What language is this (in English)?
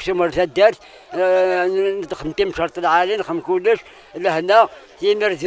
Kabyle